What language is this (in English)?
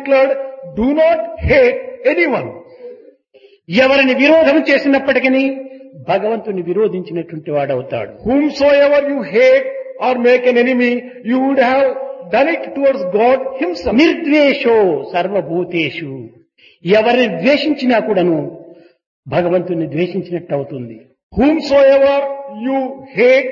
Telugu